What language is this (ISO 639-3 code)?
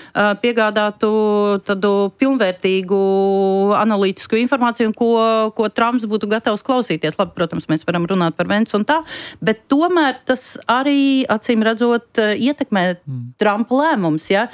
lav